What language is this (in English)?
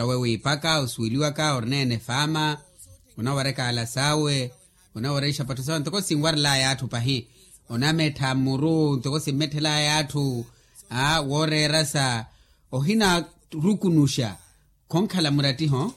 Makhuwa